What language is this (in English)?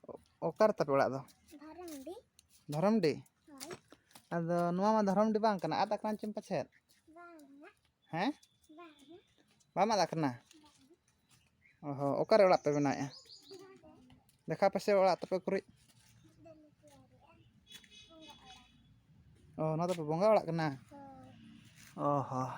Santali